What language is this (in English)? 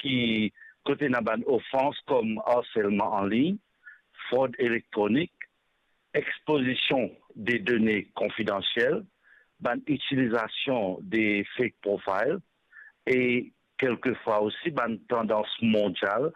Morisyen